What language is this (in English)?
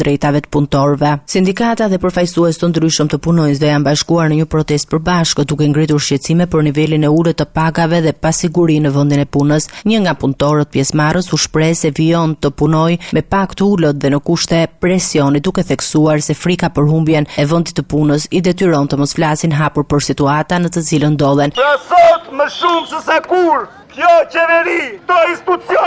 Albanian